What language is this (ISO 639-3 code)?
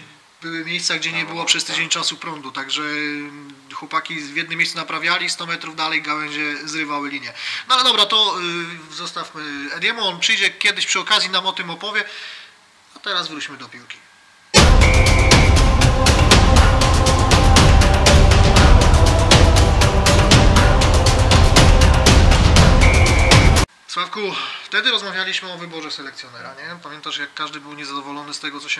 pol